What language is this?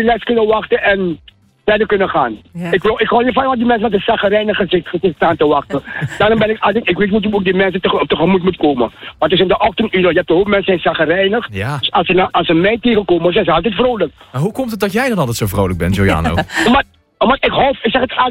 Dutch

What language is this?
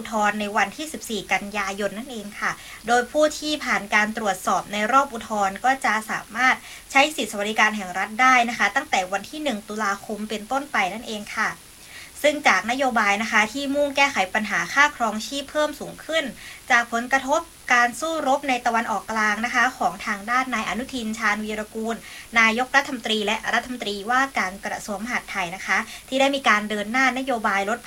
Thai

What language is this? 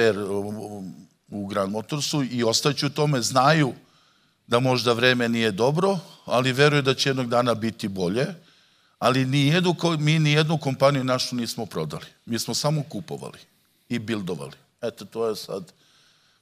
Serbian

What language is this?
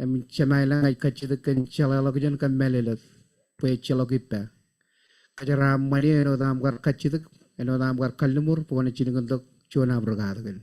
Marshallese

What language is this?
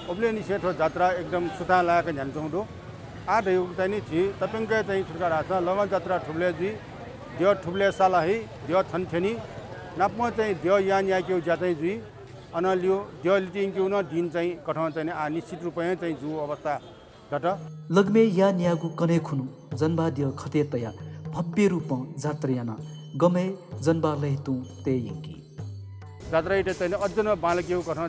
Newari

